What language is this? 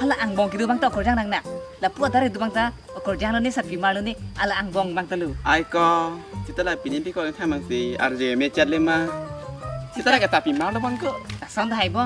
Karbi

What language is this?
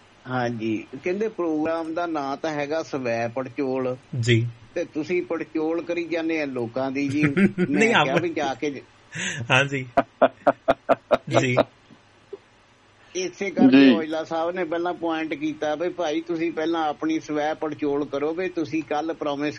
Punjabi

